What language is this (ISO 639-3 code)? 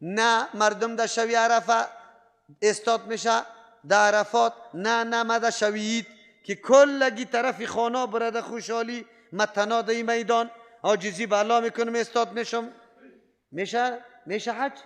fas